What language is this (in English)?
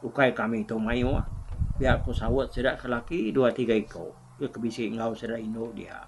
Iban